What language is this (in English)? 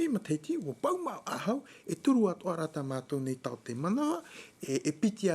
Tahitian